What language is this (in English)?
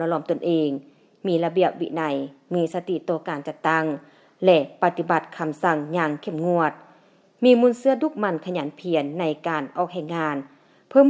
Lao